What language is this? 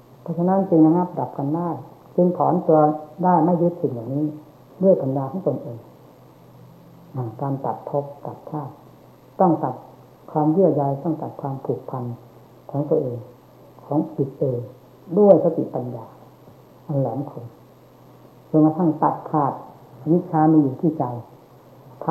Thai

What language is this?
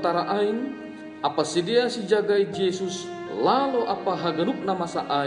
Batak Simalungun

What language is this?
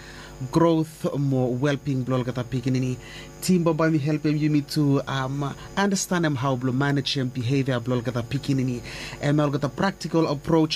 Bislama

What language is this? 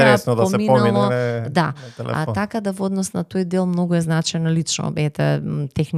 Macedonian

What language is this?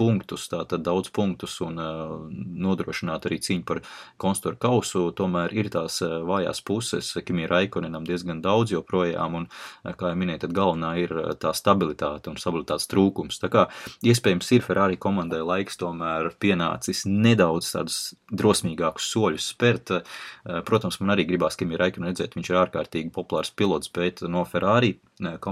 Latvian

